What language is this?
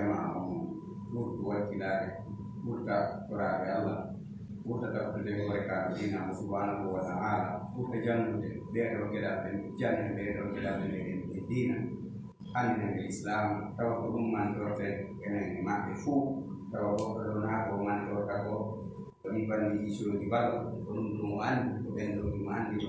Fula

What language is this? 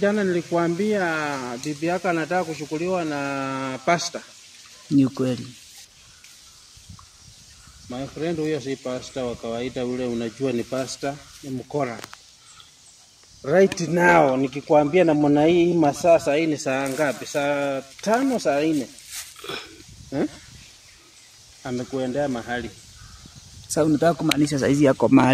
Swahili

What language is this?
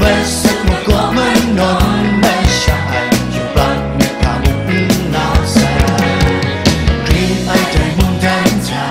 Kachin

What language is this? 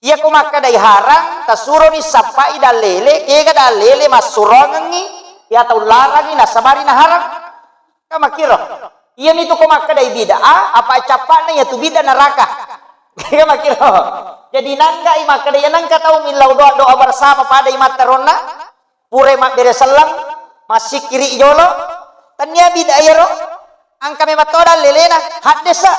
Buginese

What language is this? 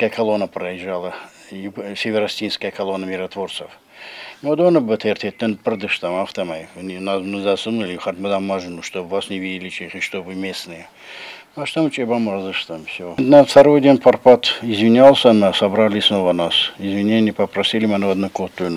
Ossetic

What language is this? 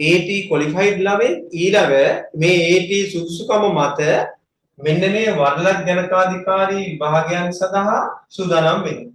Sinhala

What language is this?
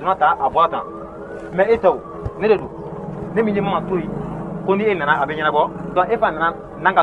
Bambara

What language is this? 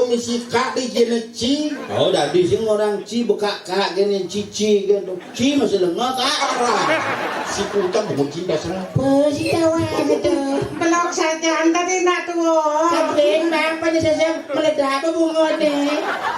Balinese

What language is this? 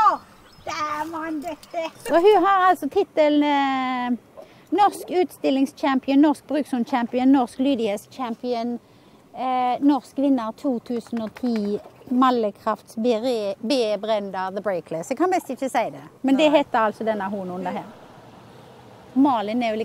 Norwegian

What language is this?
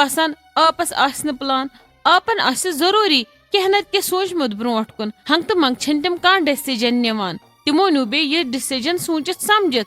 Kashmiri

